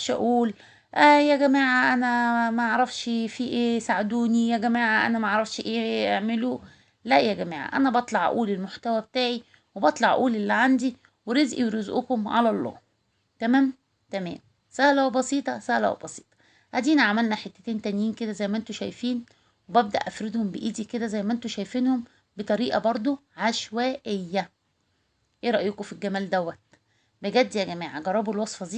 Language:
Egyptian Arabic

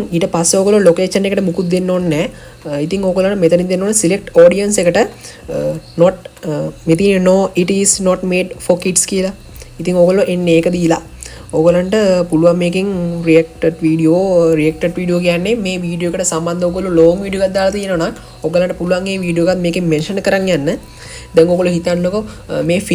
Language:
Sinhala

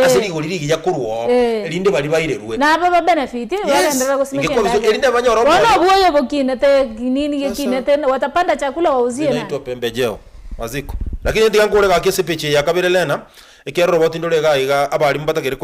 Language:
Gusii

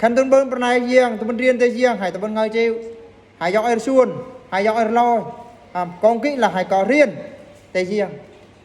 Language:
Eastern Bru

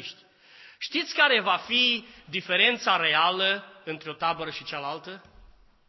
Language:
Romanian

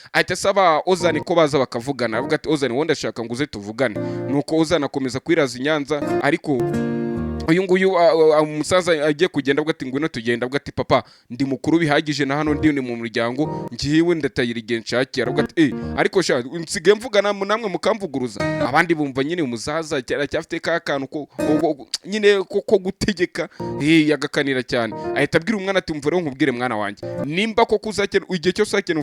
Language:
Kinyarwanda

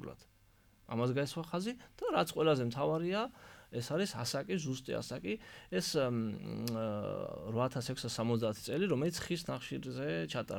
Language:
Georgian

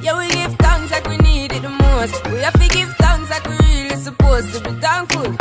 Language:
Jamaican Creole English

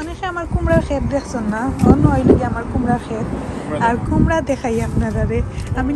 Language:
Sylheti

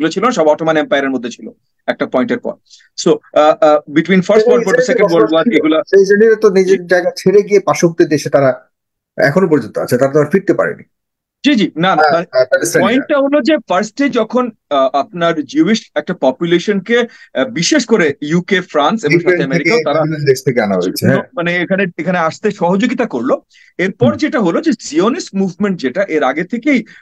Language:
Bangla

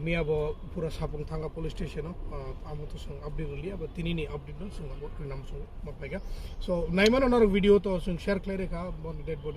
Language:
Kok Borok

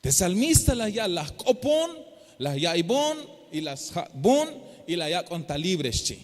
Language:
Tzeltal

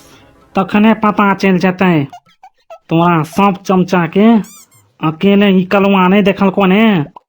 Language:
Maithili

